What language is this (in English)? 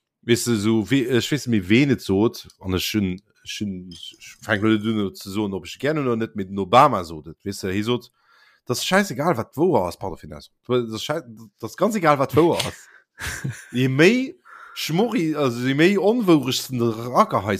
Luxembourgish